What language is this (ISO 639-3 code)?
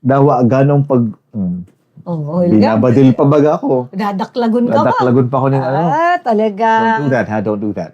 bik